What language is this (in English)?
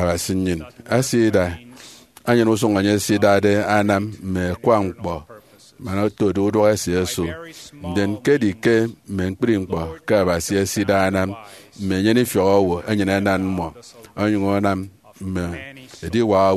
Efik